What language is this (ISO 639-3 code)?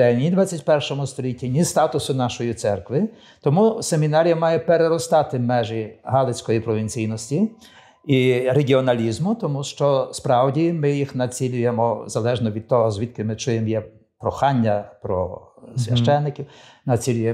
ukr